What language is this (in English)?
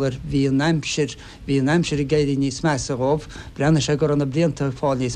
Irish